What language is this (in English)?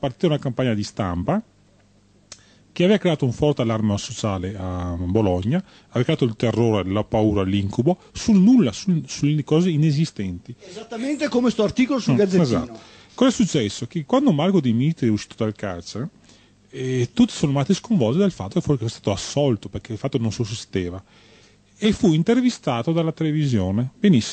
Italian